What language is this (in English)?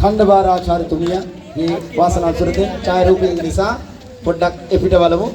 Sinhala